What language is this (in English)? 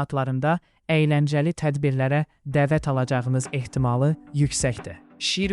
Azerbaijani